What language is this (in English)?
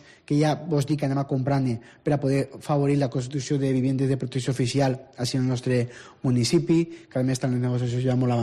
Catalan